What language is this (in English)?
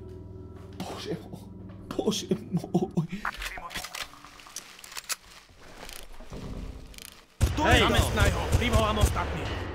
Slovak